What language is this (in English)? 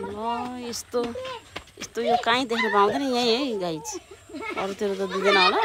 Nepali